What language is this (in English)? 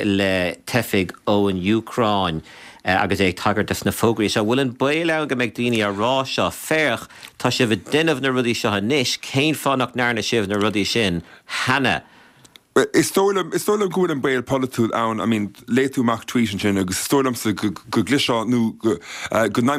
Irish